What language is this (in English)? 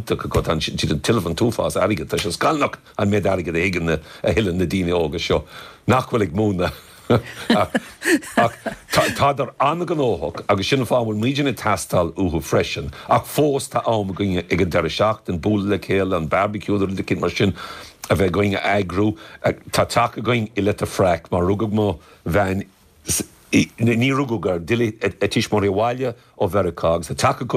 Irish